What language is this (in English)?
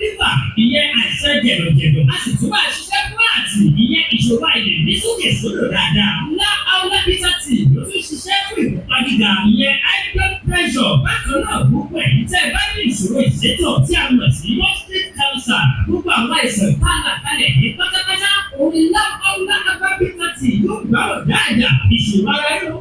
Yoruba